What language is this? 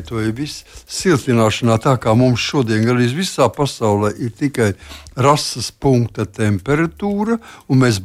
Latvian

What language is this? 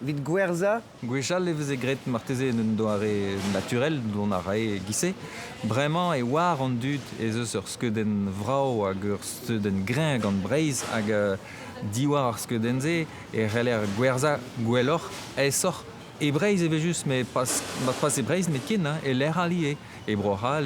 Breton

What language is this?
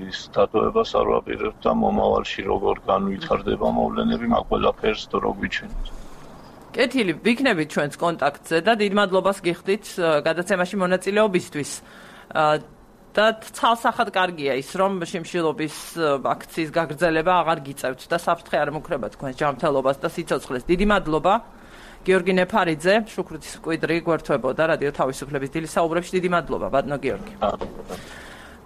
Georgian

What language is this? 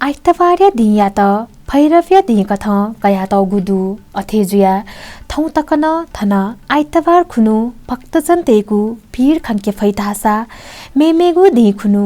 Newari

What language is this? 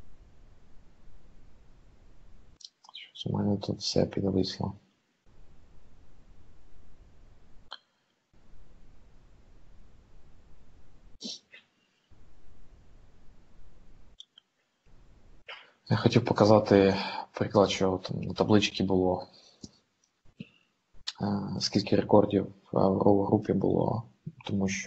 Ukrainian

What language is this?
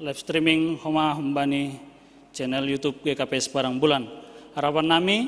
Batak Simalungun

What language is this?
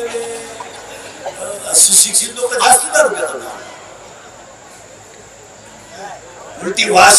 Marathi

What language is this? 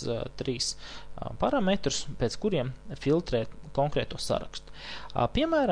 Latvian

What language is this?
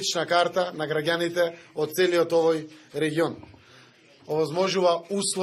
Macedonian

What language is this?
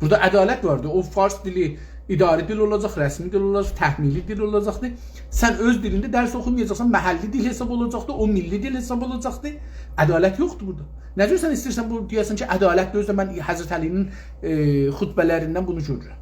South Azerbaijani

